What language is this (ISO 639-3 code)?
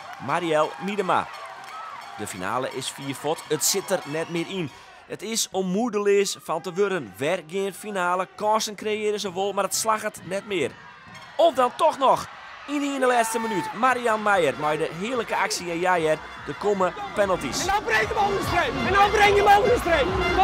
fry